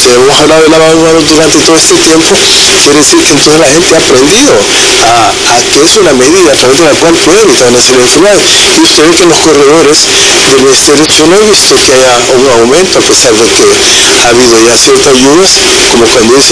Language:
Spanish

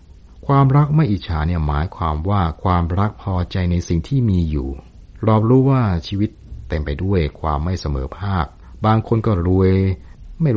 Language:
Thai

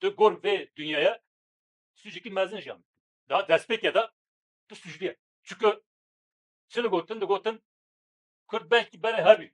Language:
Kurdish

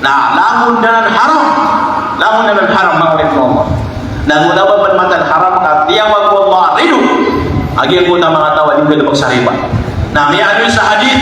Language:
Maranao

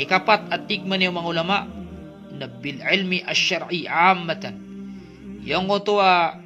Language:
Maranao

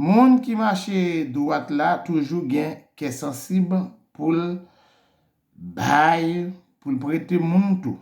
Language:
Haitian Creole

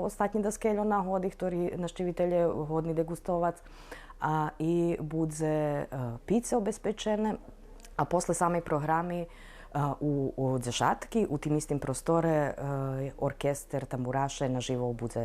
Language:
Rusyn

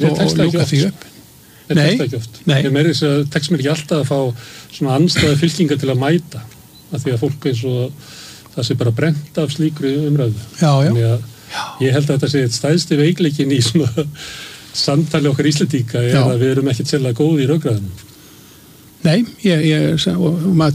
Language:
Icelandic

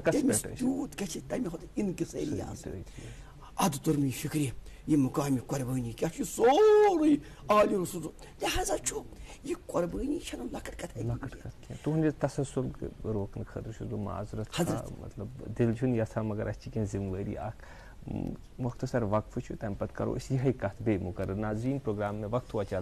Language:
Kashmiri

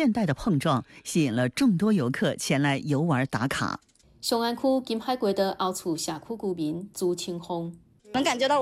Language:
Chinese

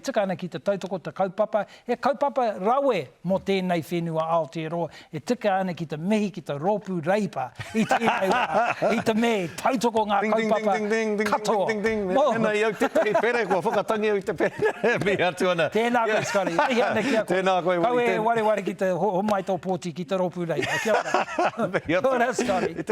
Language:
Māori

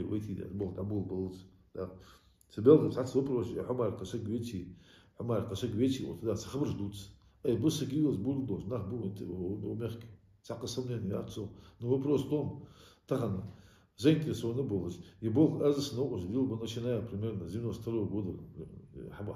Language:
Ingush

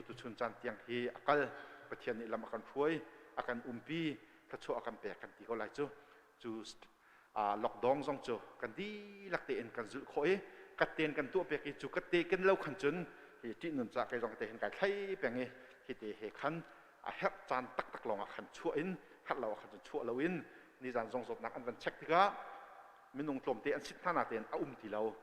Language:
Hakha Chin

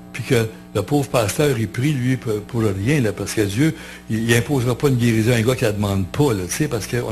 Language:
French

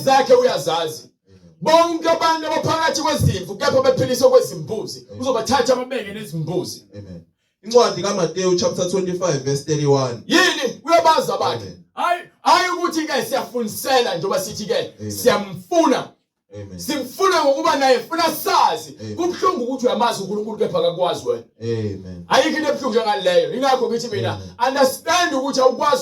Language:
Zulu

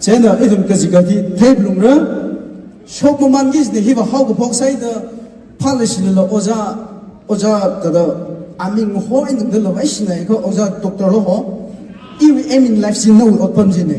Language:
Tangkhul Naga (India)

